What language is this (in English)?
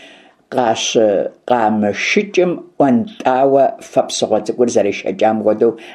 Kabardian